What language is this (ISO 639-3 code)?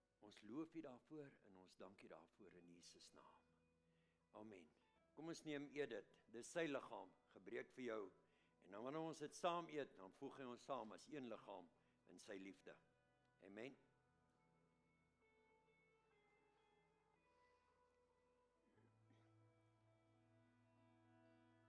afr